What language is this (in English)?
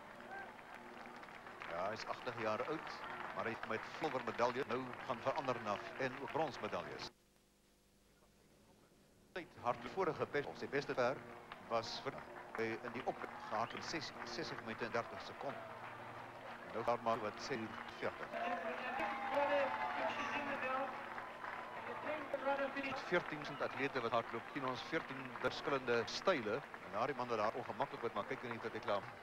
Afrikaans